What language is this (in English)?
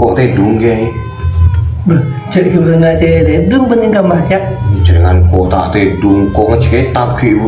Madurese